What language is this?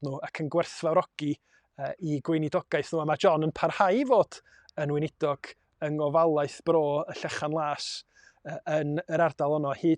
Welsh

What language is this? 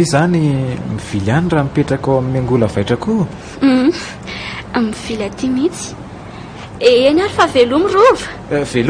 Malagasy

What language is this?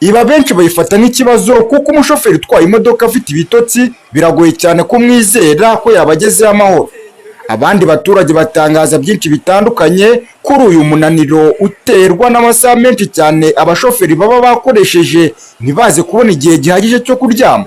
Kinyarwanda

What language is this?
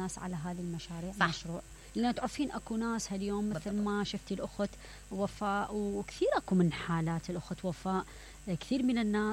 Mesopotamian Arabic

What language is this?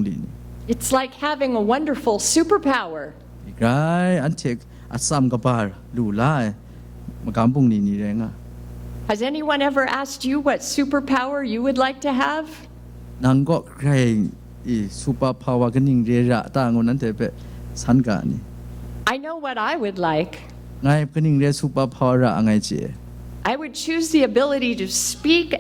Kachin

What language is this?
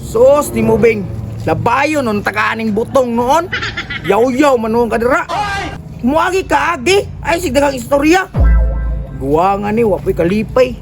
Cebuano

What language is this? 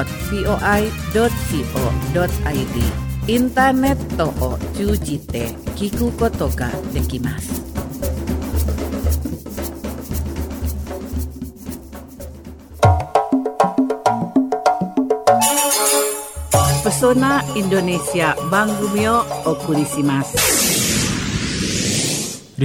Japanese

